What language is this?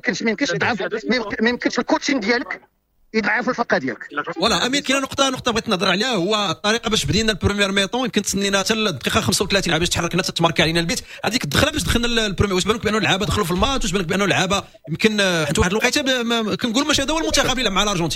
Moroccan Arabic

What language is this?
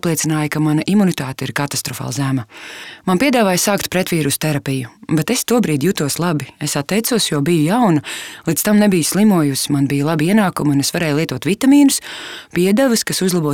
Latvian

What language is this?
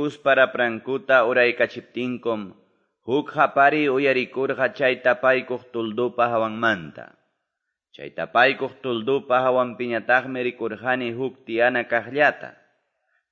Quechua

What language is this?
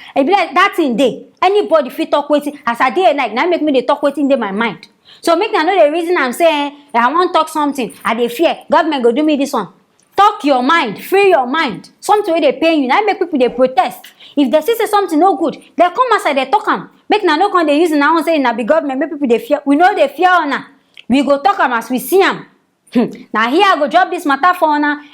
Nigerian Pidgin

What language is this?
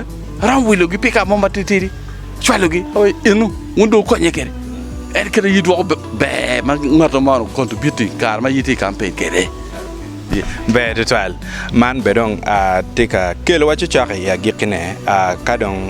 Acoli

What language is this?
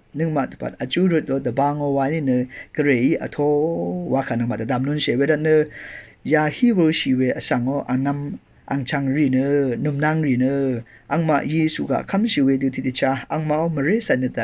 Rawang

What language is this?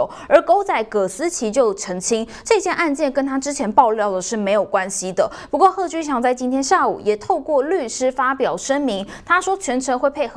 Chinese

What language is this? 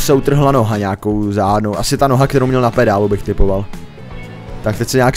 Czech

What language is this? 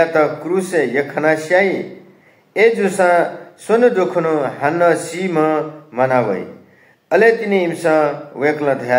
Newari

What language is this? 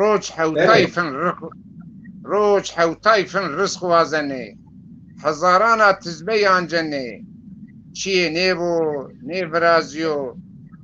Zaza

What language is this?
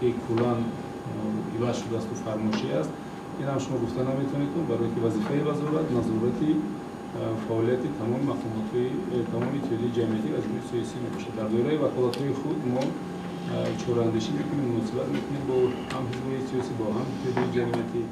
Tajik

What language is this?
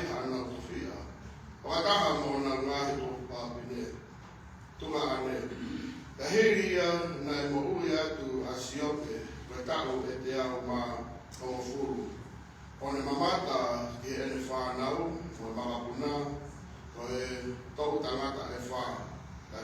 Tongan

